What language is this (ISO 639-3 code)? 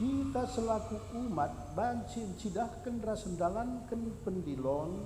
btx